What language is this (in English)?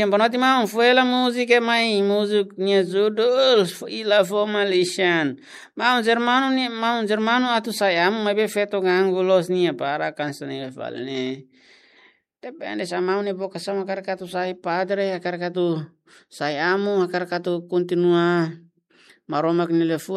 Tetum